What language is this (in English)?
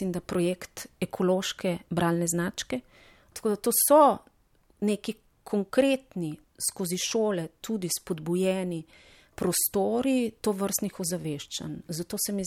Slovenian